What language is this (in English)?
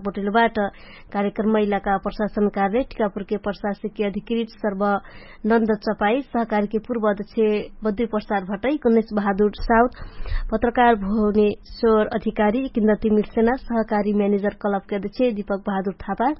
Dangaura Tharu